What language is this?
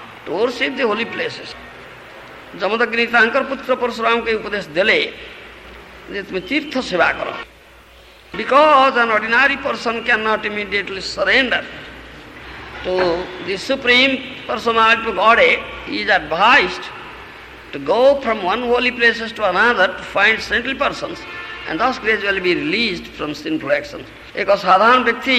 Odia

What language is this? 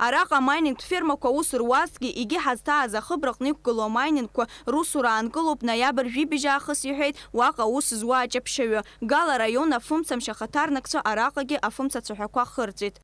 Abkhazian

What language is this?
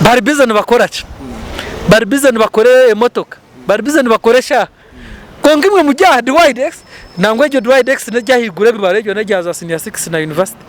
Nyankole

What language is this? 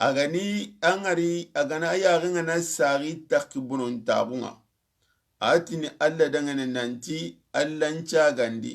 Soninke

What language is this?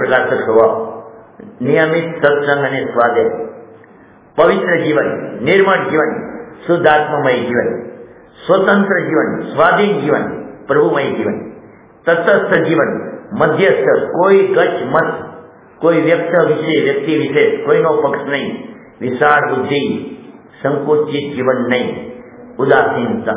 Gujarati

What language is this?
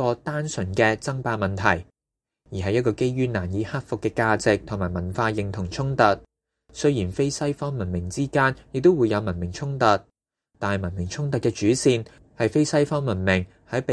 Cantonese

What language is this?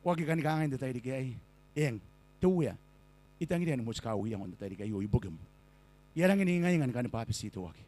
Gilbertese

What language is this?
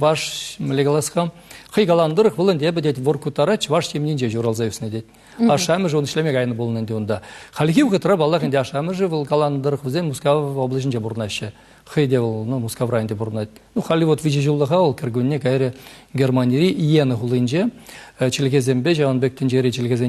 Chuvash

